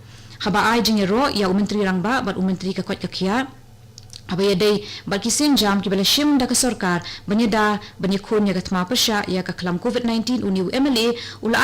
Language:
Khasi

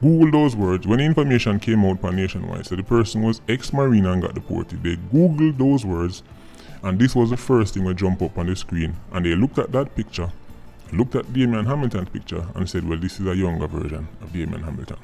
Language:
Jamaican Creole English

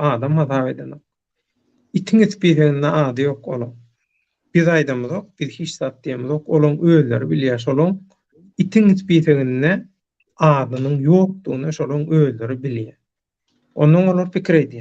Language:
Turkmen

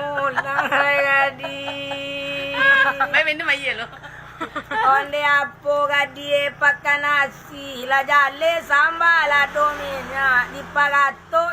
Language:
Minangkabau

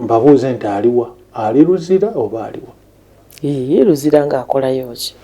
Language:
Ganda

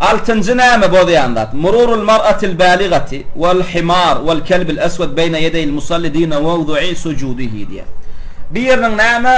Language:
Turkmen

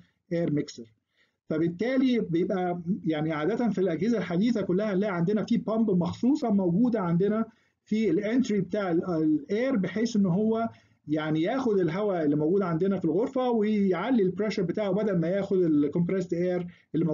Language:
Egyptian Arabic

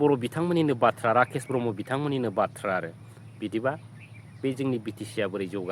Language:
Bodo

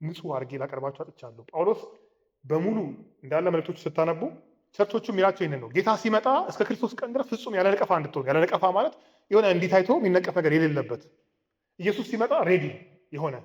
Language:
Amharic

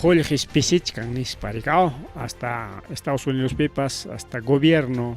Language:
Ayacucho Quechua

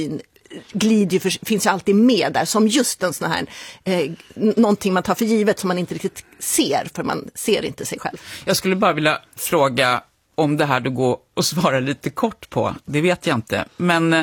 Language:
Swedish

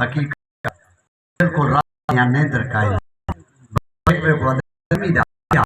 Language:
Saraiki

